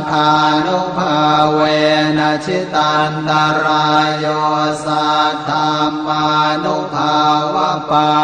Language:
Pali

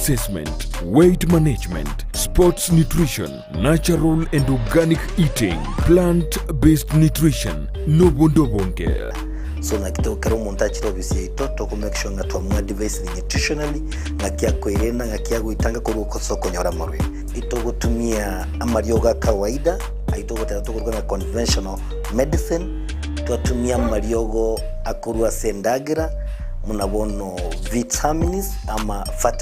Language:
Gusii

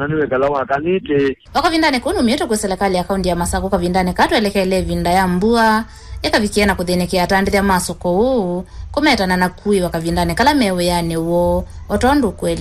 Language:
Kamba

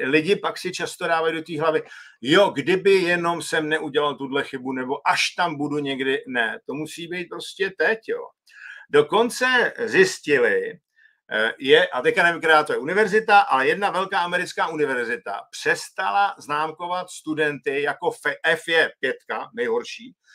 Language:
Czech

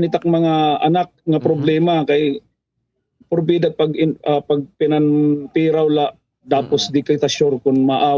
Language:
Waray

